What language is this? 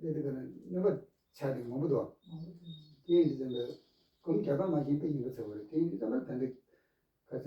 Tibetan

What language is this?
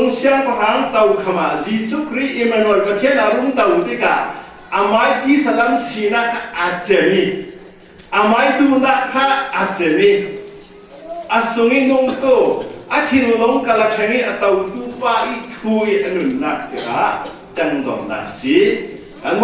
Falam Chin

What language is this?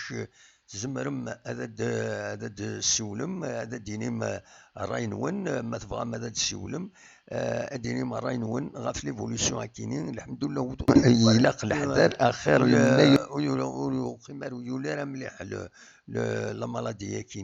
Kabyle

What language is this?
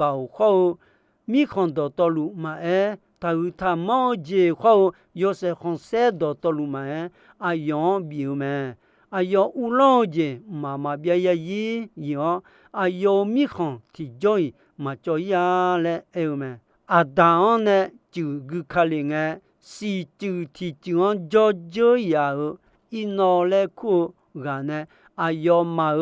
Akha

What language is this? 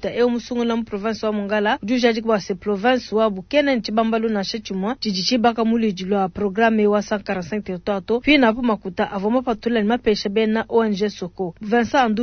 Luba-Lulua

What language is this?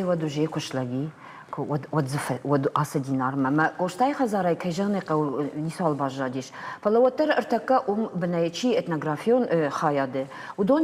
Ossetic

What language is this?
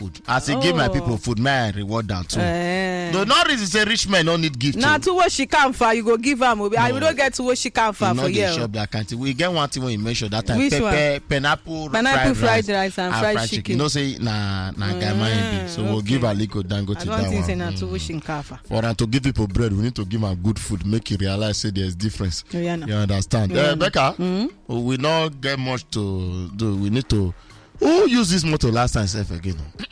Nigerian Pidgin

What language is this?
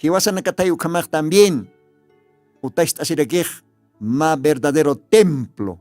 Aymara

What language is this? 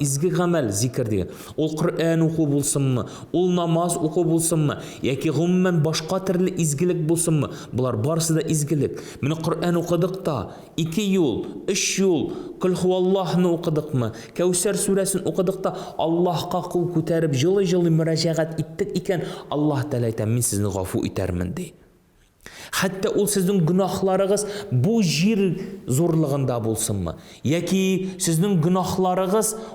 Tatar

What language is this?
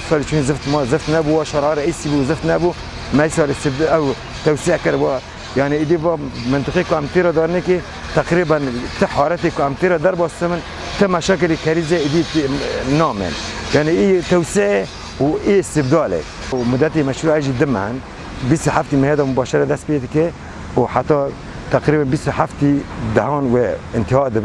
Kurdish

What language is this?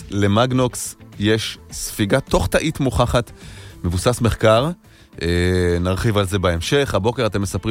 Hebrew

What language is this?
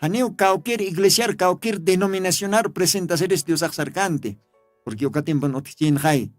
Aymara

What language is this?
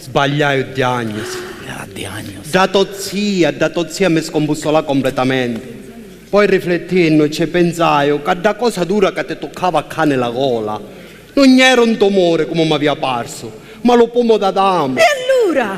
Sicilian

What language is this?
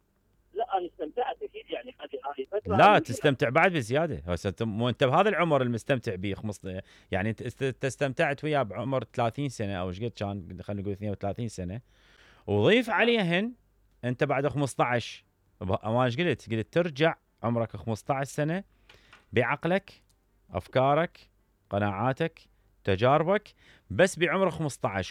Mesopotamian Arabic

